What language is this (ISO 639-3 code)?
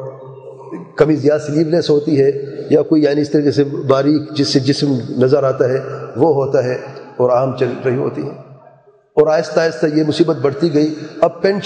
urd